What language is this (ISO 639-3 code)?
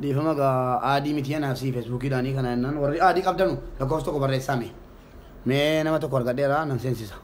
orm